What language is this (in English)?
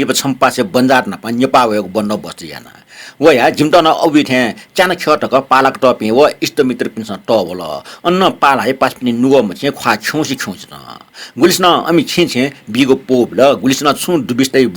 Newari